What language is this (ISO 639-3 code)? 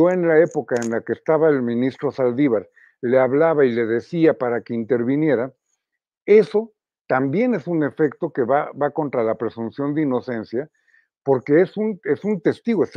spa